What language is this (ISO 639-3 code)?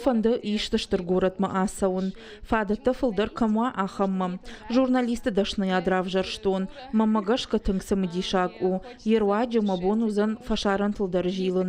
oss